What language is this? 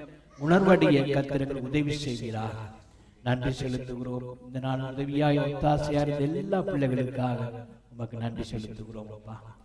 Tamil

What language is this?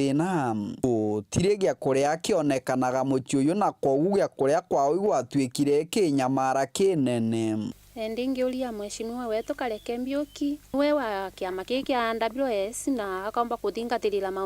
Meru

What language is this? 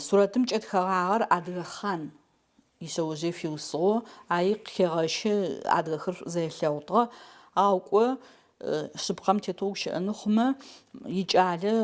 Adyghe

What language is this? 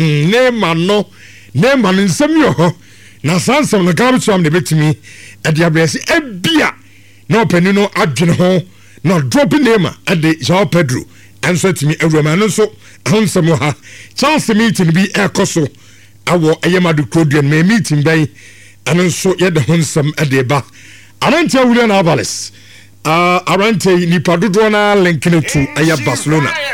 Akan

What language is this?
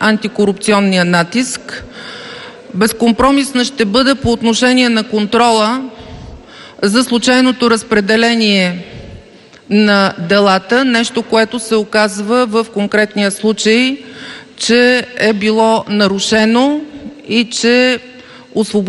Bulgarian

